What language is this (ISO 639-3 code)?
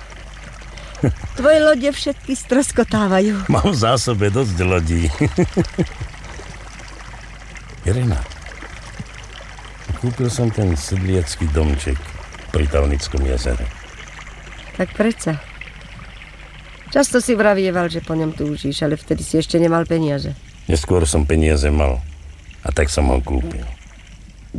slk